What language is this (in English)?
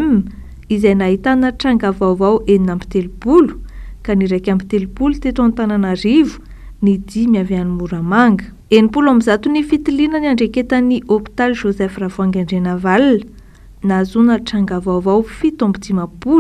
Malagasy